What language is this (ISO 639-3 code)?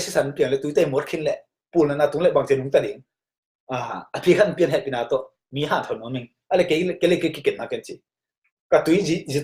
ctd